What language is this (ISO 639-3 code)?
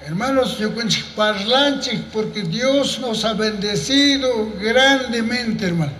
qug